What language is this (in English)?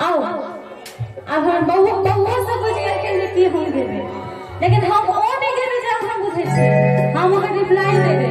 Maithili